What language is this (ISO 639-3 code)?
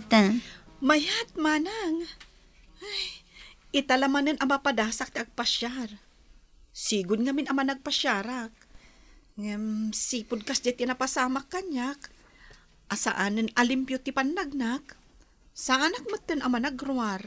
ilo